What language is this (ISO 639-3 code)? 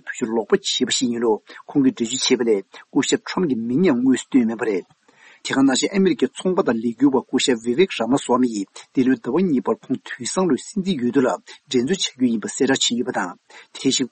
bod